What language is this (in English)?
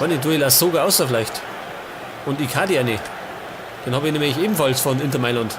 Bavarian